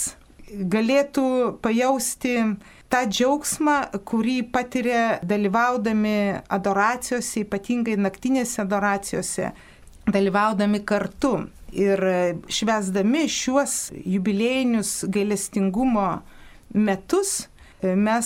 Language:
Lithuanian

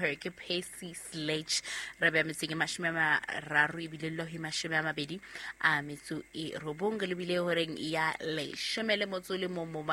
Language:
Southern Sotho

